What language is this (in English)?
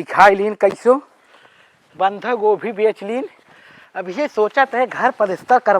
Awadhi